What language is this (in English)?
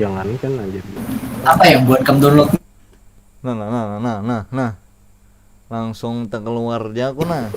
Banjar